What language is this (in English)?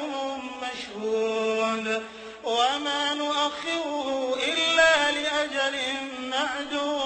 Arabic